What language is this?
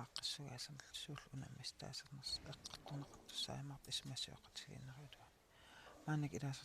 Kalaallisut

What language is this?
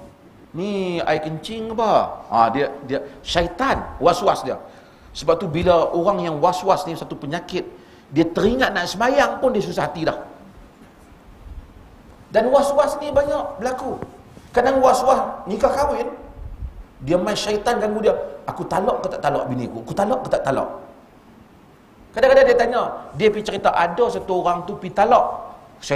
Malay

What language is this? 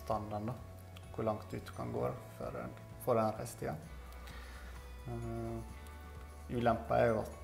Norwegian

